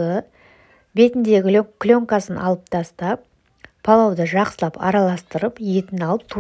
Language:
Kazakh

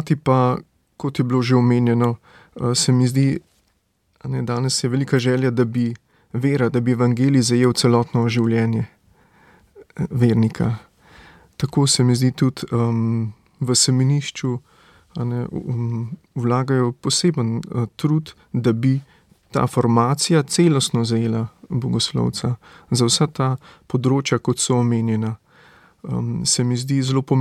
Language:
Slovenian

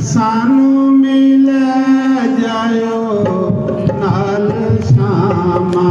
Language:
Dogri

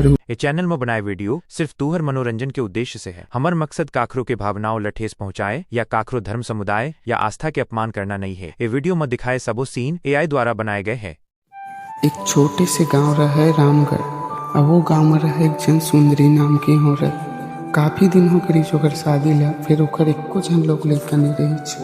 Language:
Chhattisgarhi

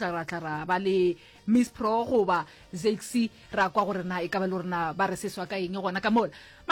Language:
Northern Sotho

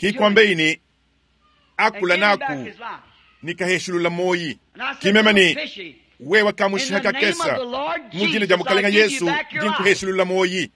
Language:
Luba-Lulua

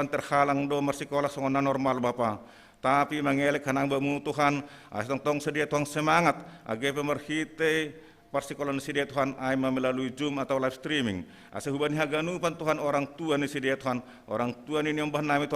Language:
Batak Simalungun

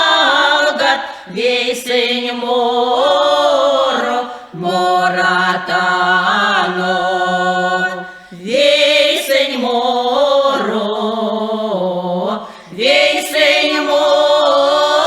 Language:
Erzya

